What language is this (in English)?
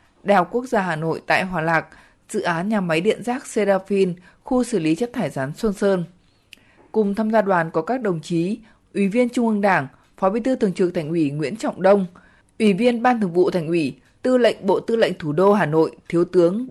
Vietnamese